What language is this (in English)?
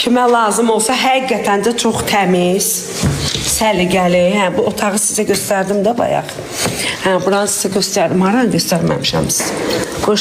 Azerbaijani